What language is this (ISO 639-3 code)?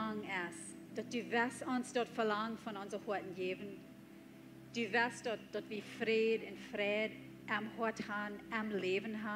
pdt